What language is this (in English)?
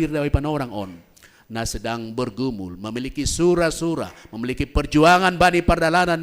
Batak Simalungun